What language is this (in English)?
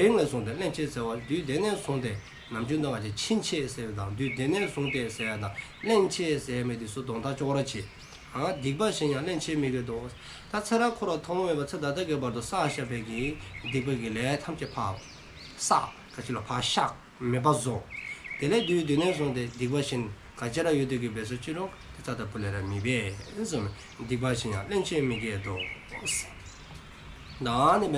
Dzongkha